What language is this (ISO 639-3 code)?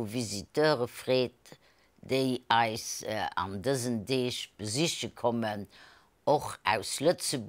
ltz